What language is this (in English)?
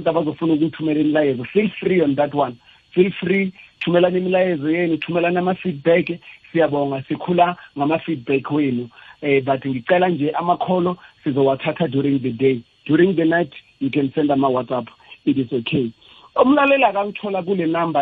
South Ndebele